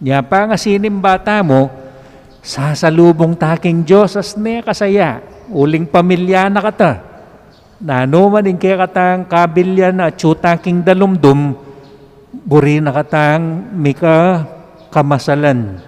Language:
Pampanga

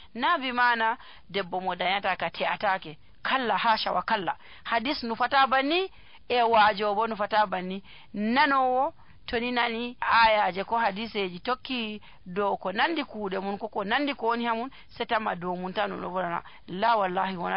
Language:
Nigerian Fulfulde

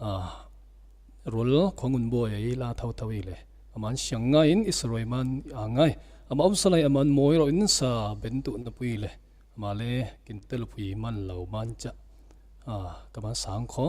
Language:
Falam Chin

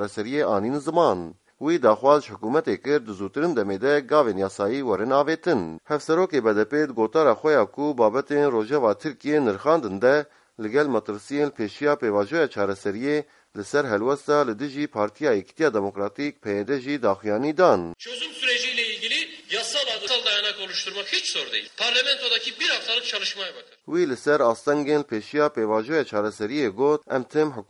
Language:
Kurdish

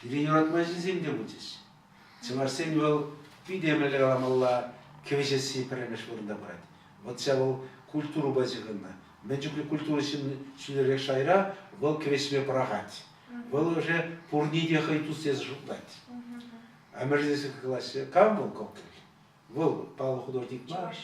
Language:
Chuvash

